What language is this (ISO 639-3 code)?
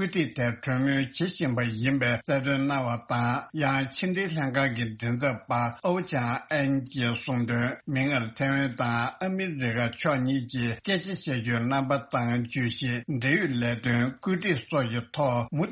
bod